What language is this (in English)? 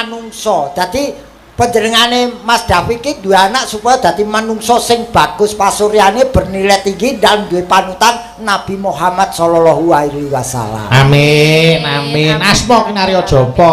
Javanese